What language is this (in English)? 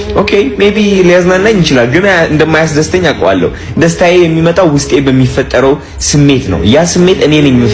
Amharic